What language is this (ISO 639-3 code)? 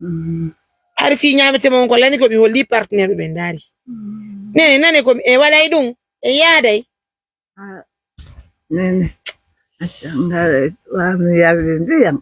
fuf